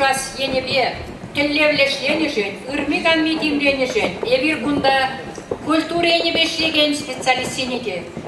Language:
Chuvash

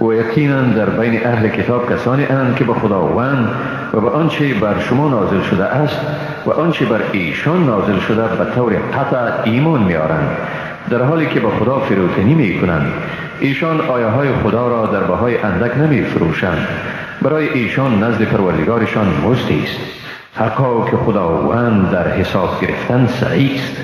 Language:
Persian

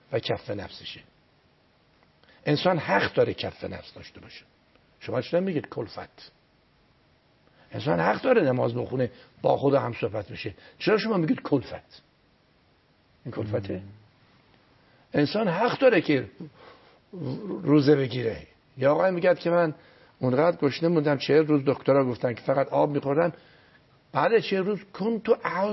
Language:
Persian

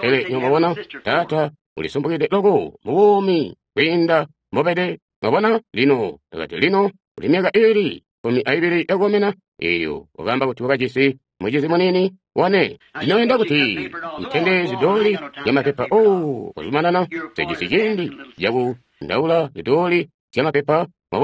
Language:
Tonga (Zambia)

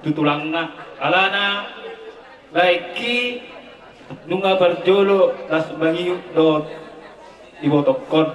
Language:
Batak Toba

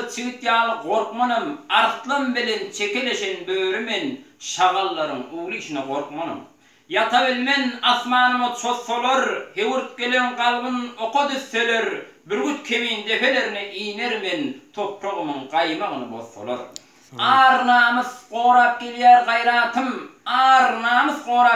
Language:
Turkmen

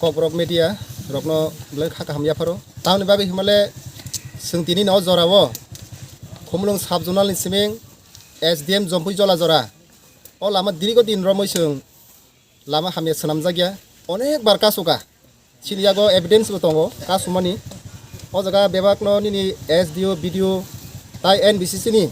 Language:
Kok Borok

